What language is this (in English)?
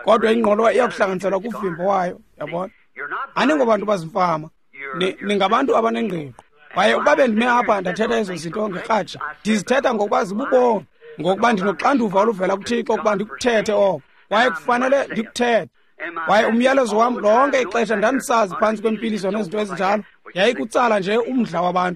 Xhosa